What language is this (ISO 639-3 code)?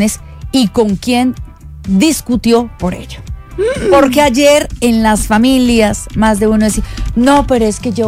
spa